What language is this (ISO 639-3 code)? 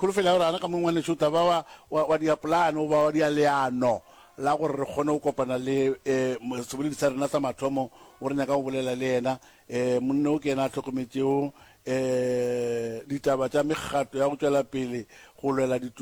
nso